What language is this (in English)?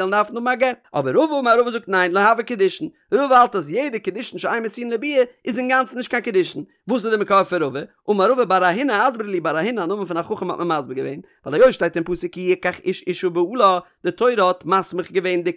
Yiddish